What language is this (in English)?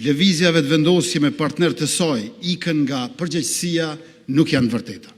Albanian